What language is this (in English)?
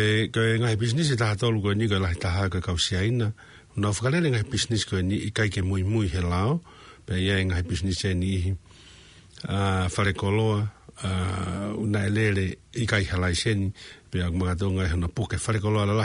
Tongan